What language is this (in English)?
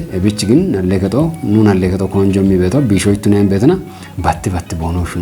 Kafa